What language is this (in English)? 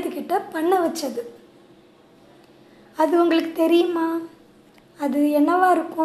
Tamil